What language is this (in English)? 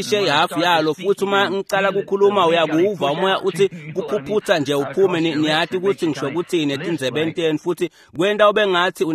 Swati